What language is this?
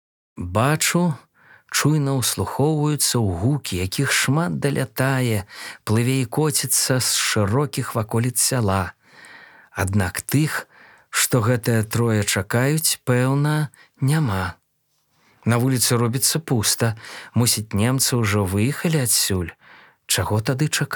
Belarusian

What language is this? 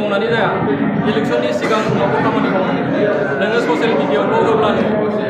Bodo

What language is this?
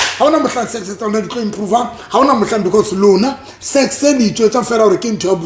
Southern Sotho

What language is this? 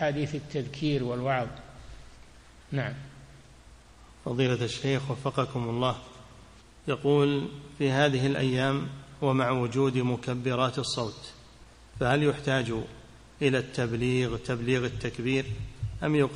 Arabic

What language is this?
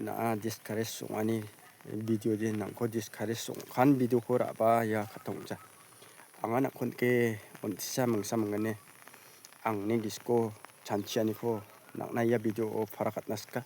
Garo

